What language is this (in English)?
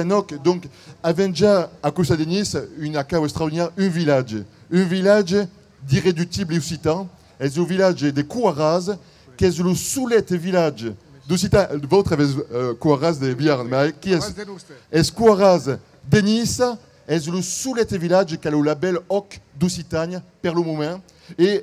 Occitan